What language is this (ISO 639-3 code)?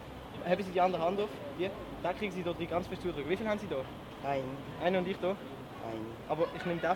gsw